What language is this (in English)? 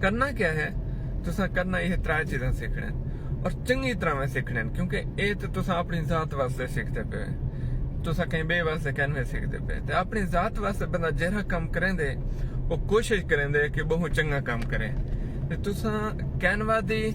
Saraiki